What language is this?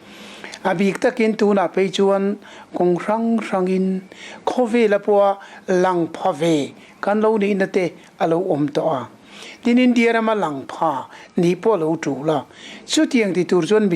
Mizo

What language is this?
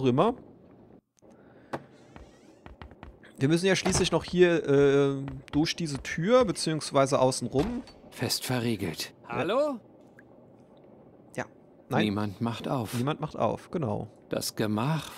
German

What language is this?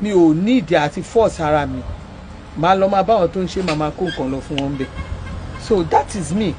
Yoruba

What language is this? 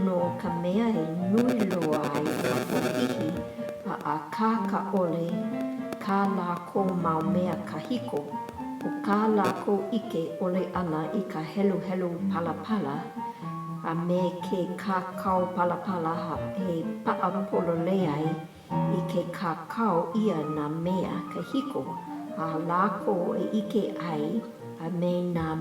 Hawaiian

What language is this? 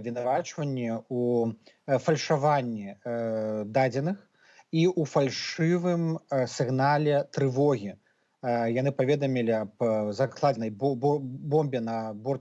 Belarusian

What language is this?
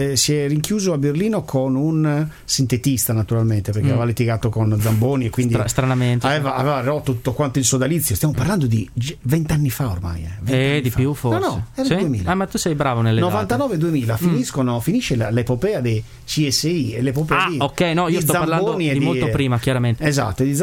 Italian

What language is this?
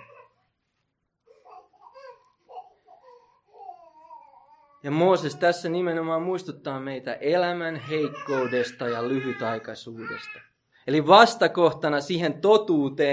Finnish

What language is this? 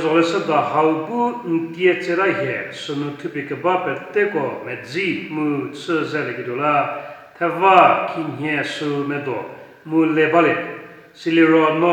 Angami Naga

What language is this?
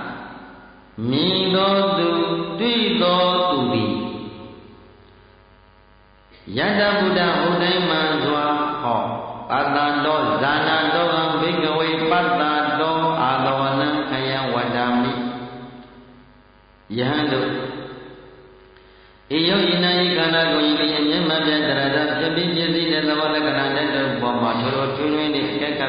Burmese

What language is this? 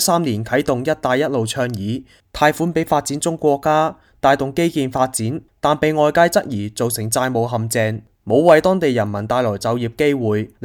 Cantonese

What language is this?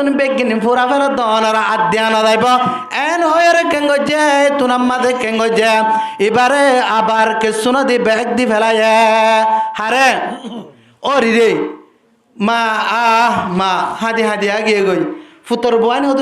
Rohingya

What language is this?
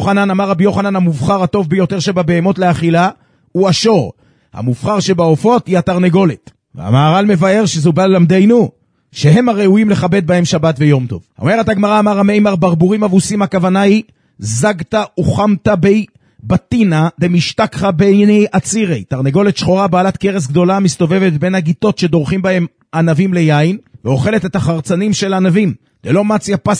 Hebrew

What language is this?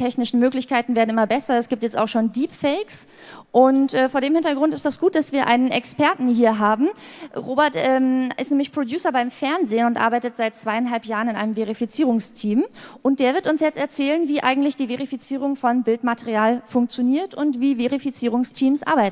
German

